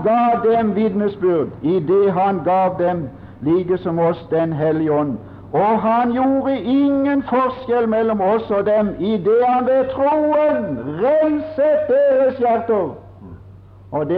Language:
Norwegian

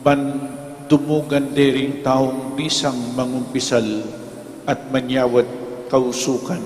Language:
Pampanga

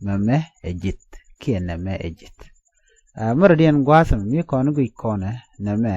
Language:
Nuer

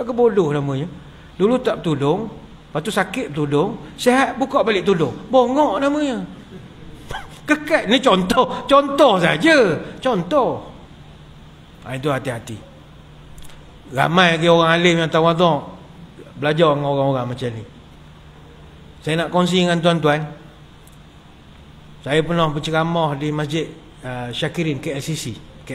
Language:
Malay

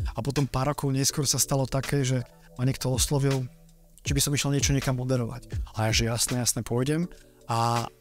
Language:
Slovak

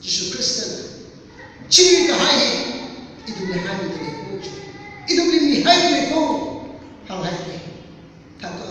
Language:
Tangkhul Naga (India)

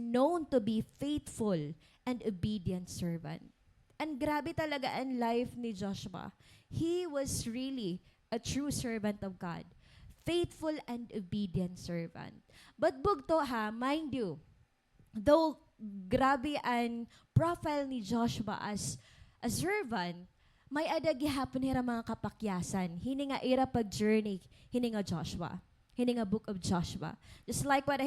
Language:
Waray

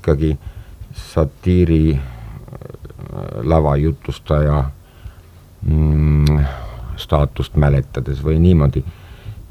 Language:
Estonian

